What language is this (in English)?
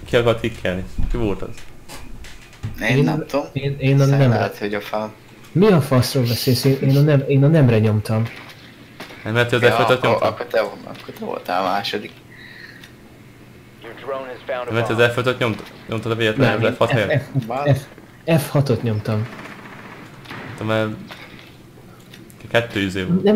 Hungarian